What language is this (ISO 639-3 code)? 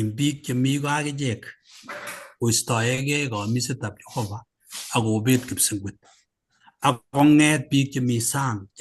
kln